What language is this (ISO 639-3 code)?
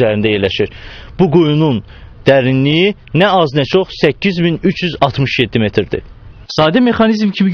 aze